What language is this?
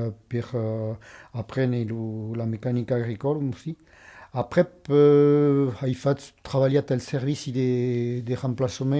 Occitan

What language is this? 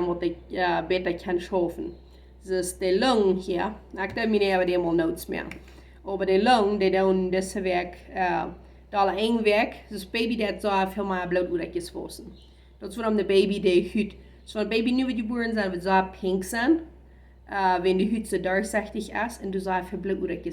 Plautdietsch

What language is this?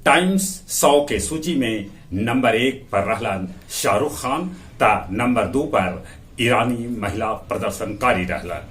Magahi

